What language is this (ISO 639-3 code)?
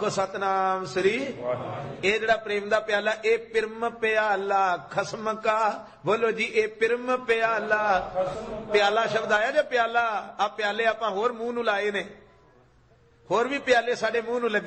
pan